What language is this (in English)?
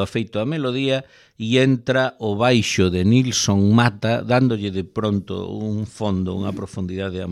Galician